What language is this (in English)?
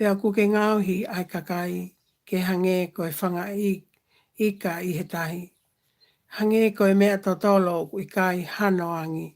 Tongan